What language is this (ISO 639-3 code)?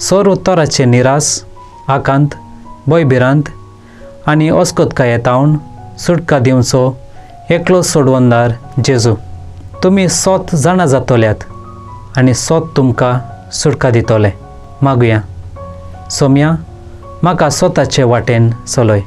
kok